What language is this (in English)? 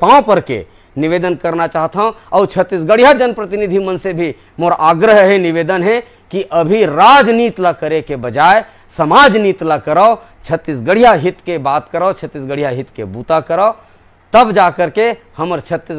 Chhattisgarhi